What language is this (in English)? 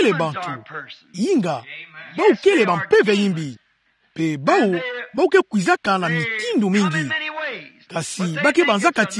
Kituba (Democratic Republic of Congo)